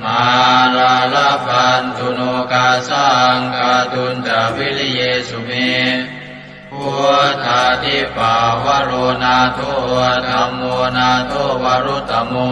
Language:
Pali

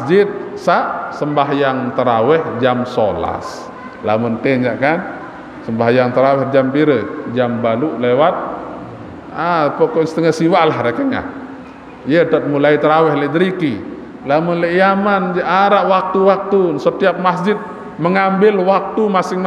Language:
Sasak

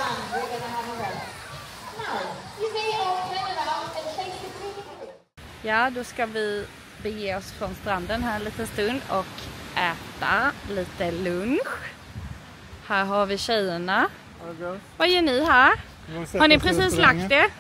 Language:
Swedish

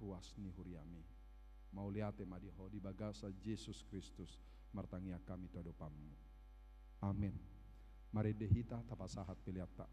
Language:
Batak Toba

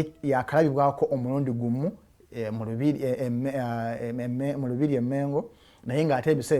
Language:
Ganda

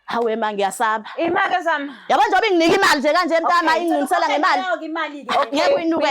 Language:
Zulu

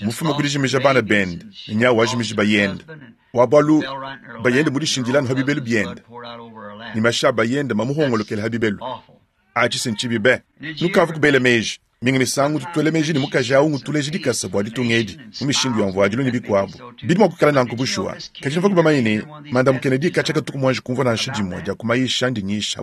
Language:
Luba-Lulua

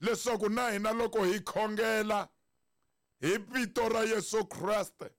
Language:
Tsonga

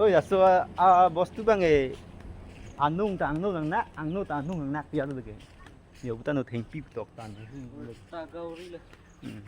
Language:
Karbi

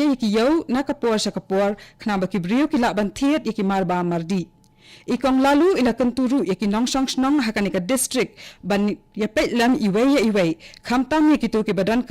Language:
Khasi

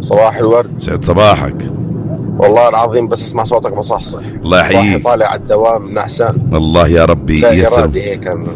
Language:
North Levantine Arabic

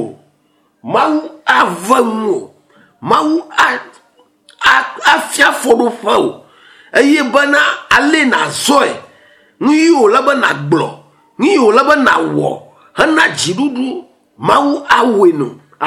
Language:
Ewe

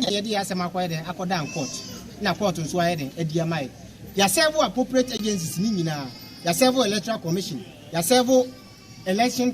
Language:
Akan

